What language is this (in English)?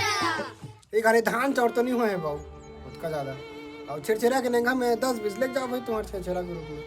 Chhattisgarhi